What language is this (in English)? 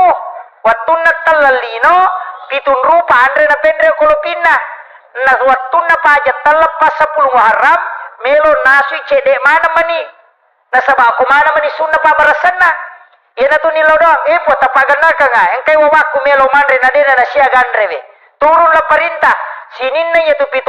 Buginese